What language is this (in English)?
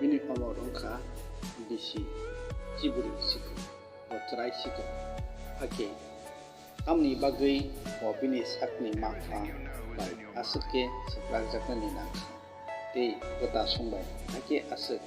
Kok Borok